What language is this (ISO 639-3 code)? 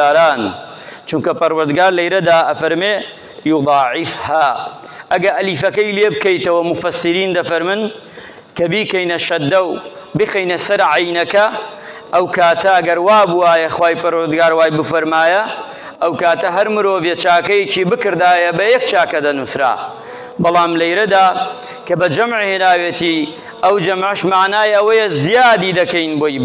ckb